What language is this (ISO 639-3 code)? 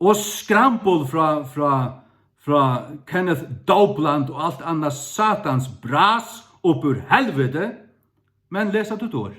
fao